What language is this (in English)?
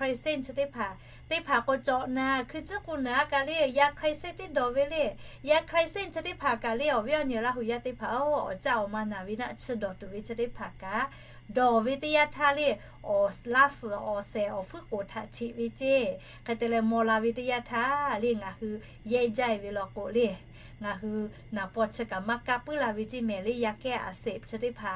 Lahu